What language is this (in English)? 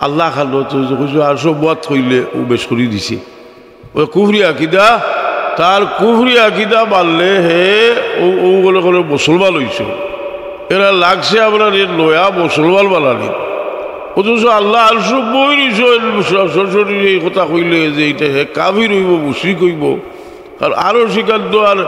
Sylheti